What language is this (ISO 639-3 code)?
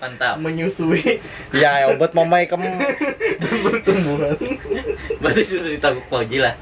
bjn